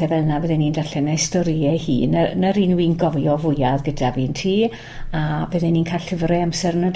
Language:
Welsh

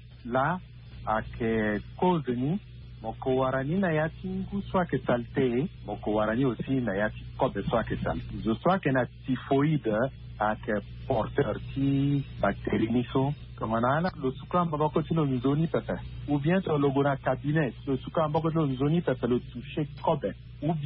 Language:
Sango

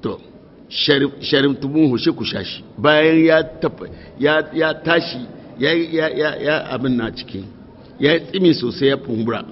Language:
Hausa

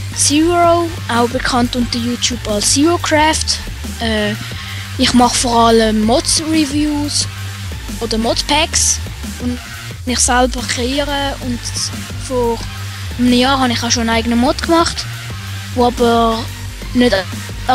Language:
Swiss German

